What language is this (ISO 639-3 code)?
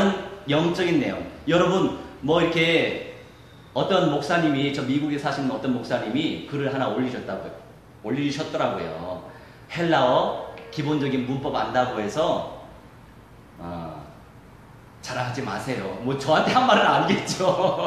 kor